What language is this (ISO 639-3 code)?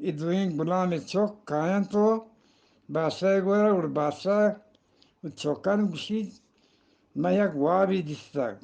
bgp